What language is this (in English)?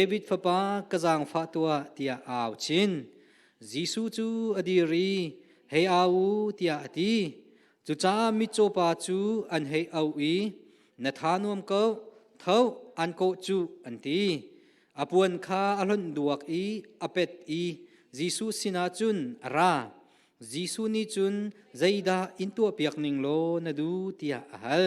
Hakha Chin